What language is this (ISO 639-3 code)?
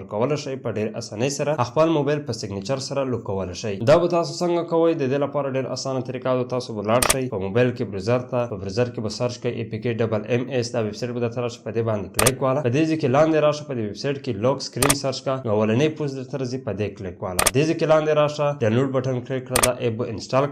pus